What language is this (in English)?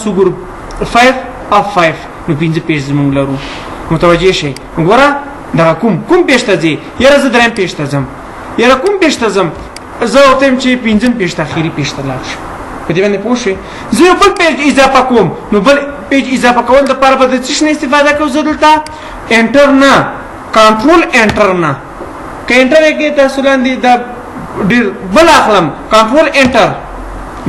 Pashto